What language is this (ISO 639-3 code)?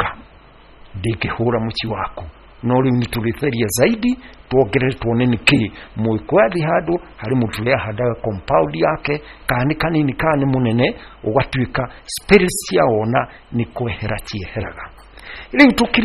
kik